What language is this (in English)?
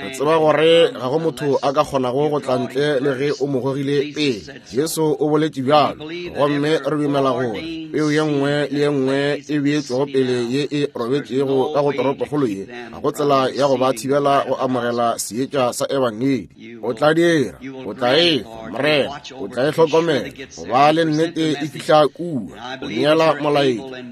Northern Sotho